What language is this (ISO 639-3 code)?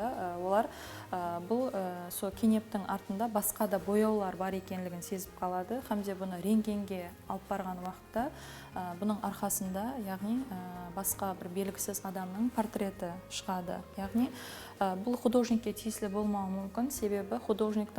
kaa